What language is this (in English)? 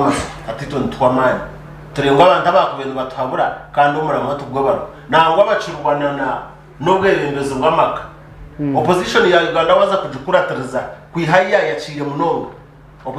Nyankole